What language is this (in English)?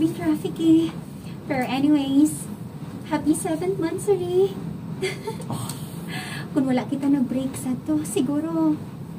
Hiligaynon